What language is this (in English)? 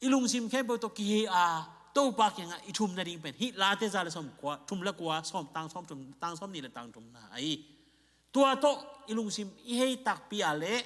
Tedim Chin